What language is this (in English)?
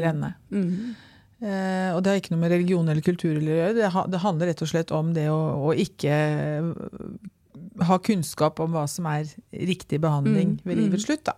Norwegian